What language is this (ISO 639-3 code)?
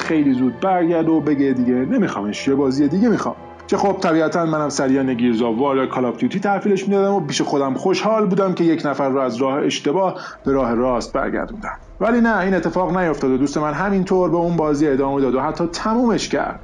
fas